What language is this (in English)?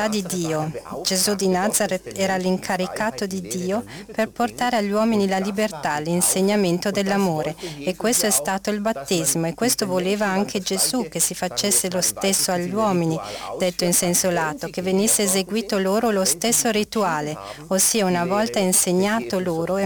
Italian